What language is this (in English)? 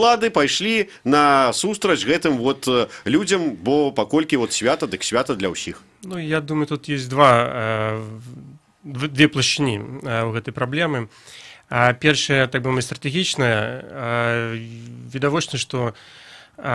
Belarusian